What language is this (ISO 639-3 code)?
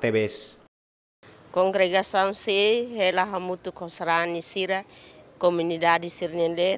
tet